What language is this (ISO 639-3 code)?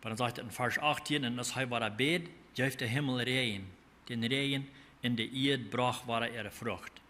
pdt